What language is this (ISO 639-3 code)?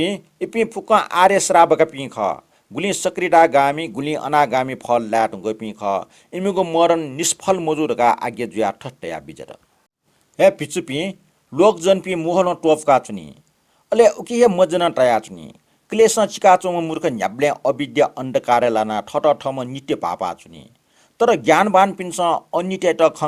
new